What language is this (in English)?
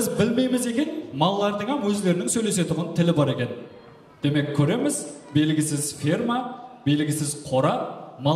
Kara-Kalpak